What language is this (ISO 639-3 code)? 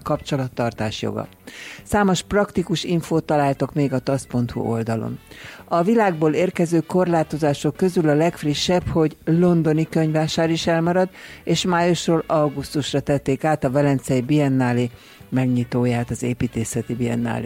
hun